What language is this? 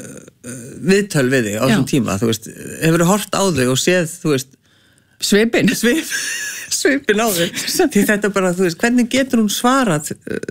Icelandic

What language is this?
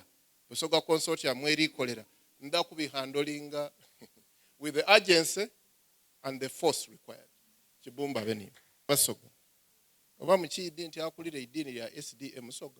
Soga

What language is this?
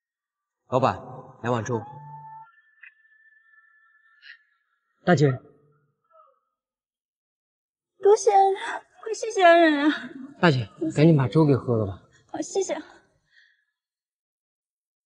Chinese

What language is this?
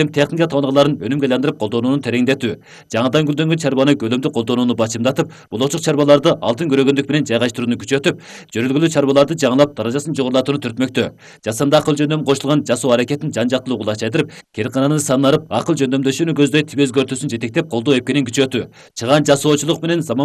Kyrgyz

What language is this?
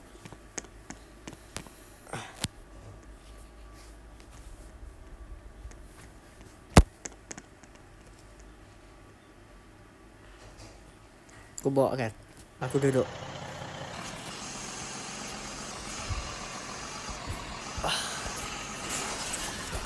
Malay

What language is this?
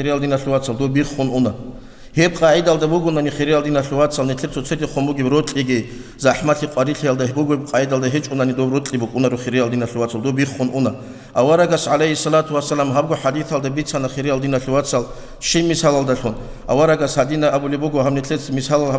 Avaric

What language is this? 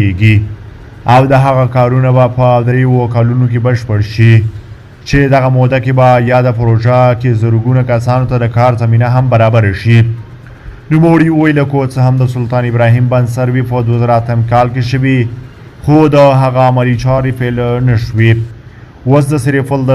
Pashto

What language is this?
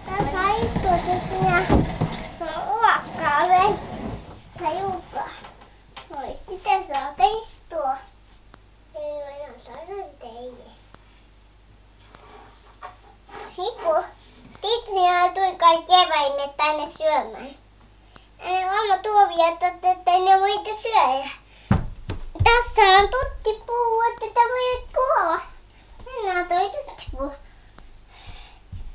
Finnish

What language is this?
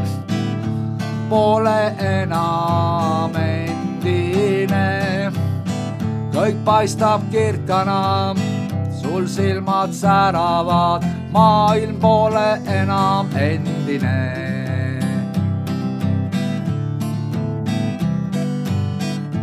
Estonian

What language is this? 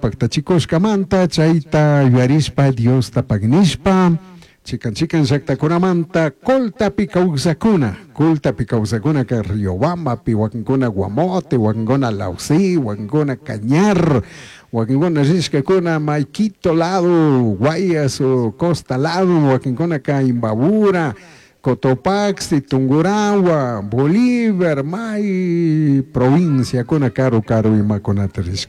Chimborazo Highland Quichua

